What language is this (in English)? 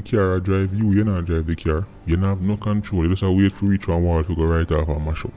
Jamaican Creole English